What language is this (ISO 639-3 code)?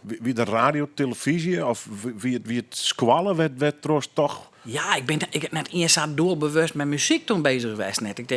fry